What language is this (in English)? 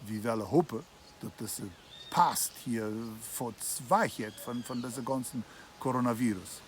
Plautdietsch